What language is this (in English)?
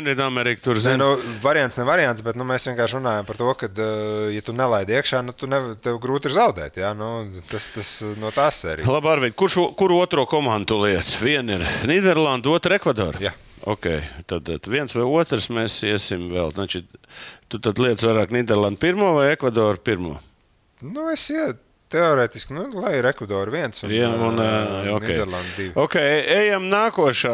Latvian